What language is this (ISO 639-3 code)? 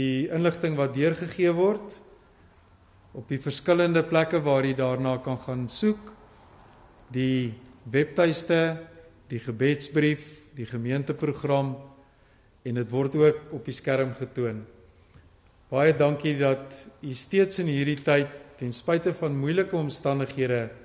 afr